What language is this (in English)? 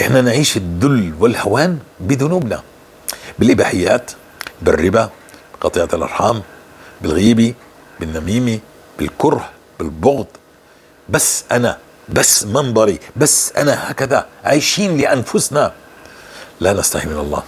North Levantine Arabic